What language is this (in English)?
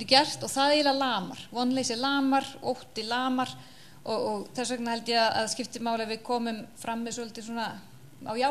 Icelandic